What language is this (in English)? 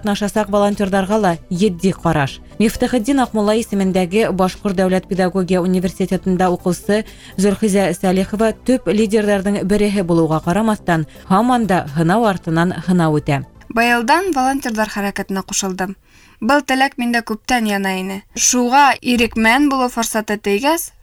Bashkir